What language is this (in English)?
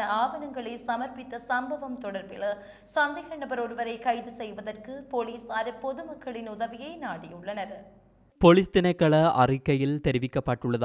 Tamil